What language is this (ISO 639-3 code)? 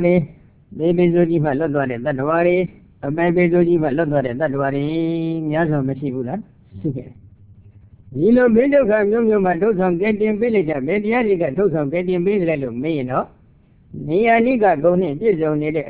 mya